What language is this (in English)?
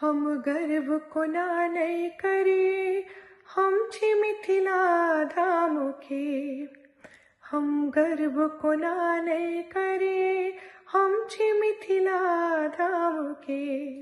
Maithili